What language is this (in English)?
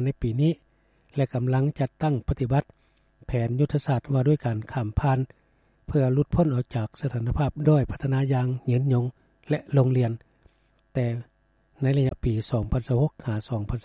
Lao